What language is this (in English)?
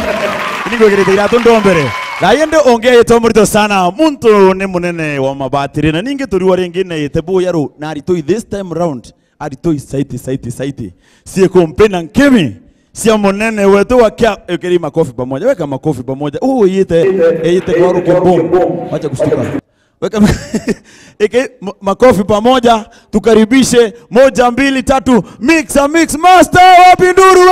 Meru